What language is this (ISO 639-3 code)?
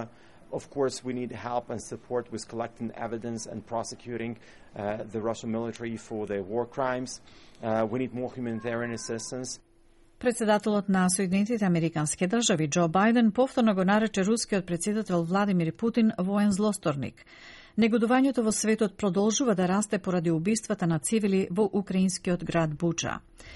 mkd